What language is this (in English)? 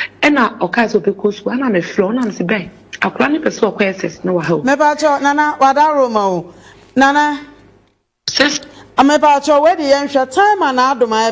Akan